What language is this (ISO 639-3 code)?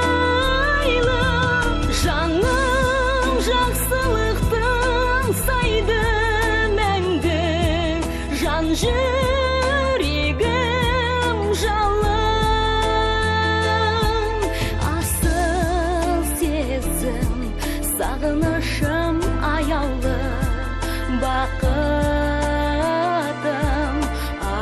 kaz